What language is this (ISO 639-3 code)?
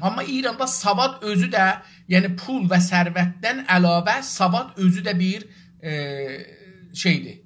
azb